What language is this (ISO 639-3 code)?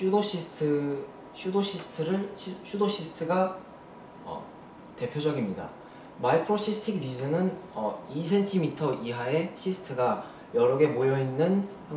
kor